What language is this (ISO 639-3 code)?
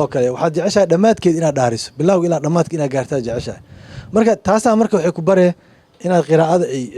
som